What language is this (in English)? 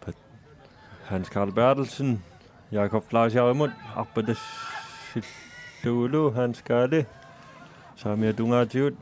Kalaallisut